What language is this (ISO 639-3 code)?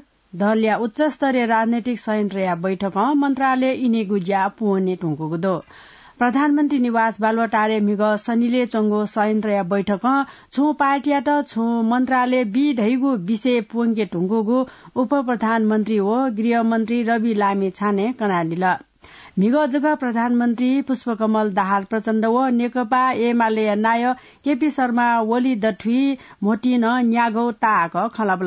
new